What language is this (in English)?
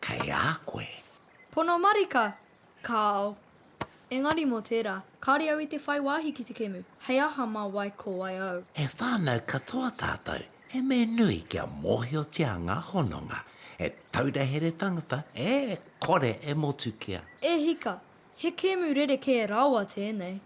Māori